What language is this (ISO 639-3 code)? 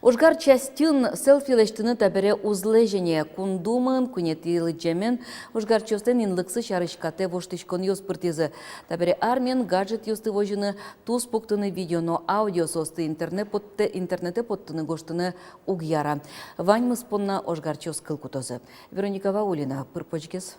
udm